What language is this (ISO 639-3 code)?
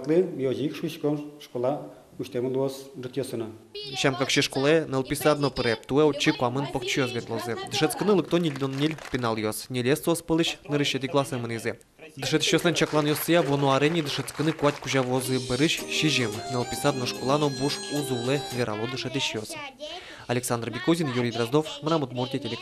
udm